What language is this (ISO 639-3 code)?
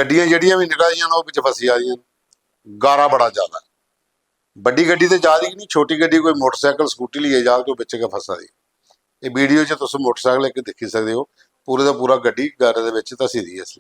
doi